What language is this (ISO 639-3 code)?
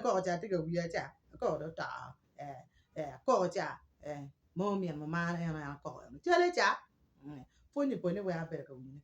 ach